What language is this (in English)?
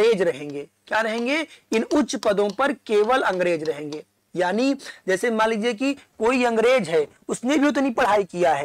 Hindi